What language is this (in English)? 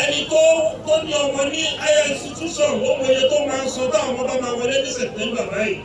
Yoruba